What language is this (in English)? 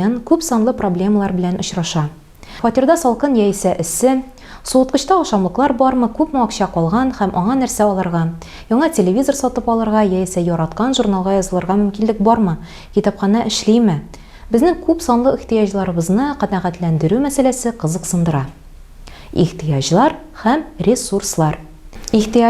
Tatar